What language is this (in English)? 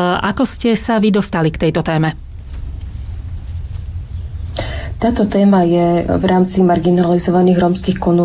Slovak